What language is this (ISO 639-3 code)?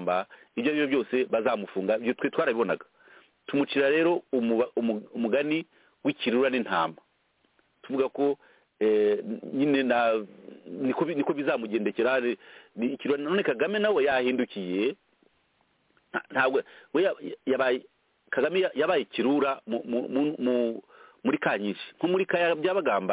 kin